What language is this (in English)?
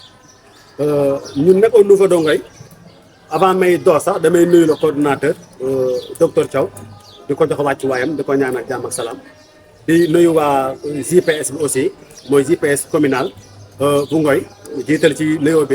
Wolof